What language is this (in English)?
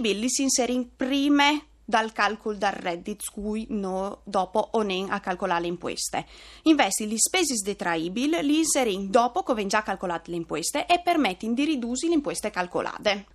Friulian